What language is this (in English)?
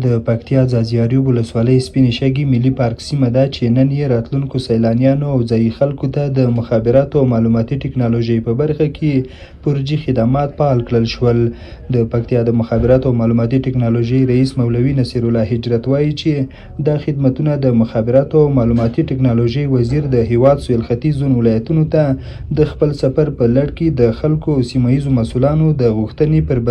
Pashto